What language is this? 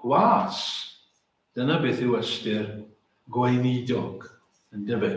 Welsh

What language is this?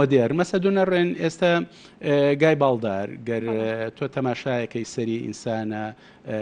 Central Kurdish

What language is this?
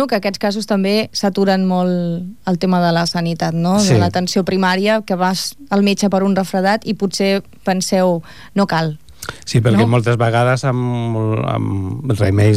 Catalan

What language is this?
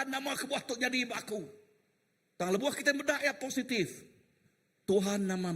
Iban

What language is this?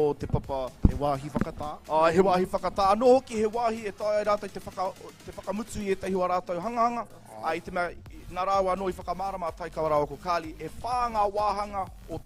Māori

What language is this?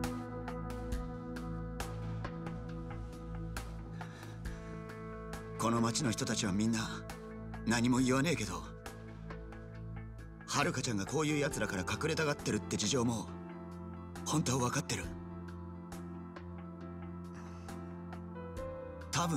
Japanese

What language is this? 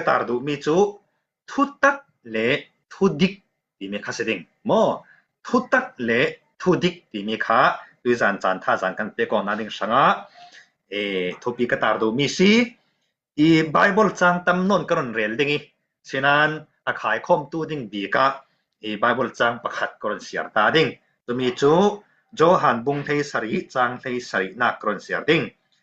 Falam Chin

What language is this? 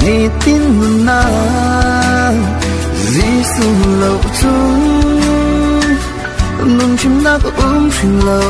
Falam Chin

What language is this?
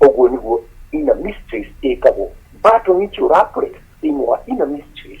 Kikuyu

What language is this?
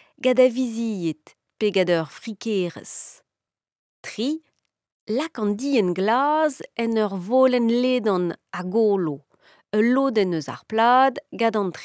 Breton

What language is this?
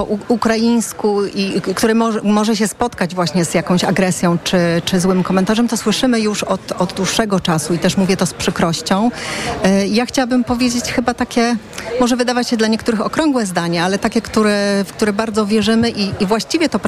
Polish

